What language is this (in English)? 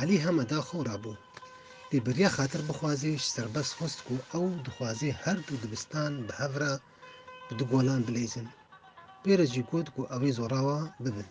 Kurdish